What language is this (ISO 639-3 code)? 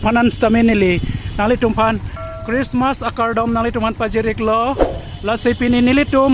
mjw